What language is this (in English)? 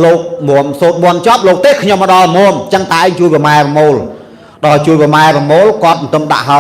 Khmer